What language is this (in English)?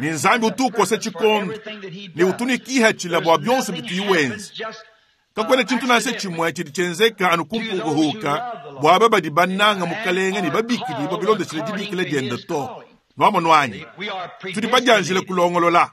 Luba-Lulua